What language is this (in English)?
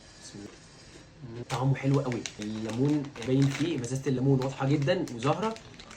Egyptian Arabic